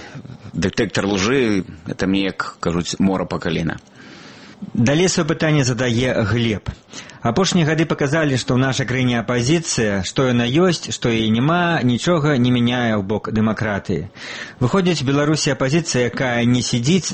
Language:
Belarusian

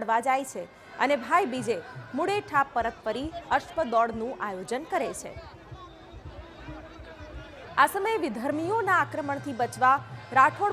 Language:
Gujarati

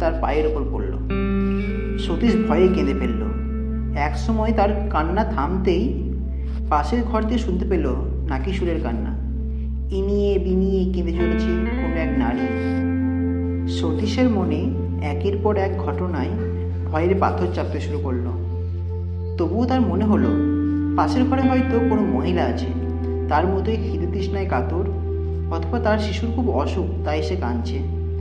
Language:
Bangla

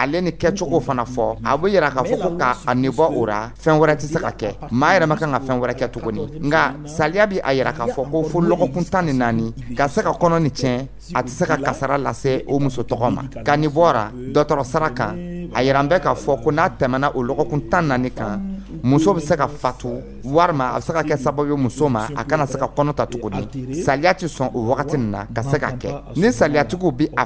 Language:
Dyula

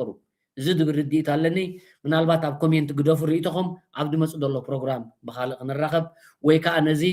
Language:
Tigrinya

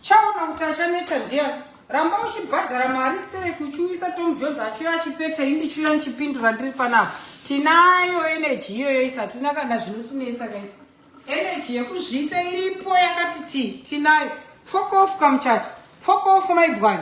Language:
Shona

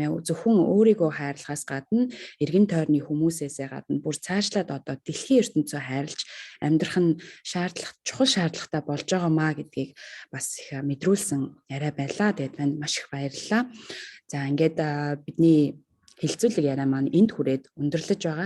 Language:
Mongolian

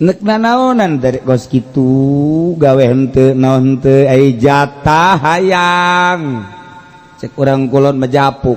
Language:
Sundanese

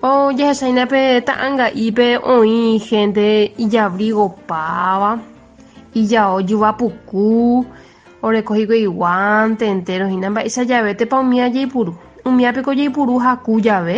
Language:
Guarani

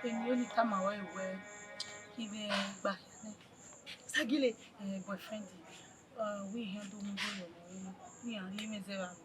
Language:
Bini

